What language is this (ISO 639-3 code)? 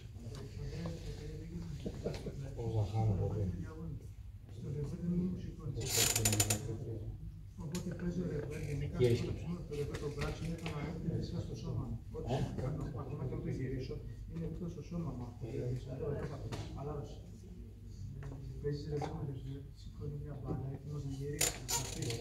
ell